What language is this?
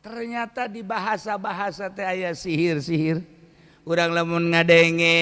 Sundanese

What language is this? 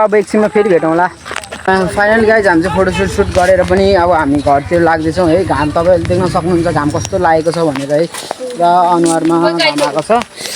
Nepali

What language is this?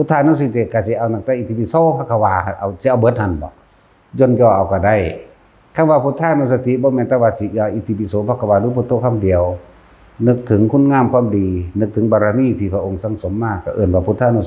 Northeastern Thai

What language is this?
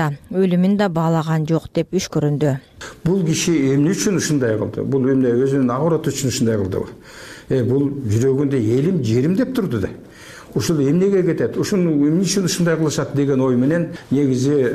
Kyrgyz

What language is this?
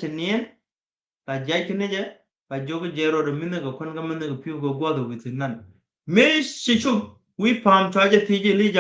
Nuer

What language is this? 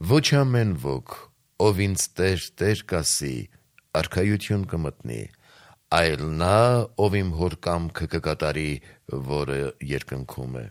Armenian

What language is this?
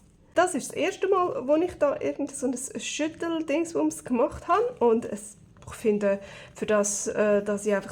Swiss German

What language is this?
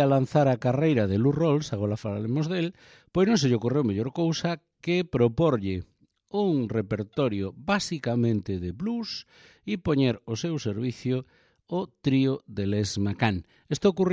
Galician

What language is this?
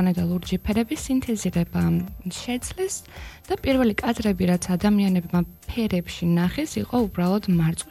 Georgian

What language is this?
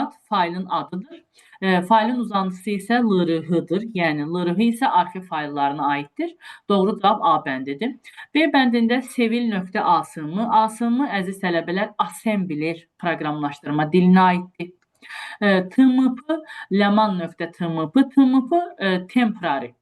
Azerbaijani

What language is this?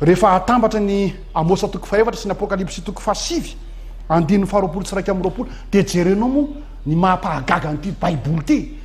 Malagasy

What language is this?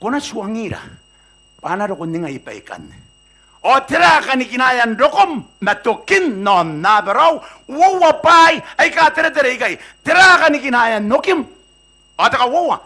Gilbertese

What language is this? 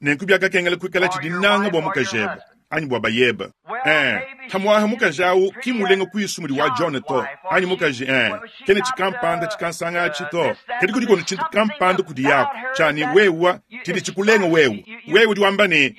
Luba-Lulua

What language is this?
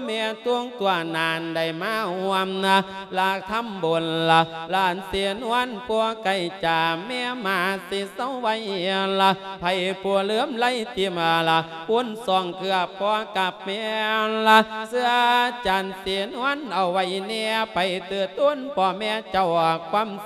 Lao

